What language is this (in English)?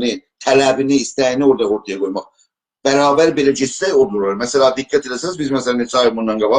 South Azerbaijani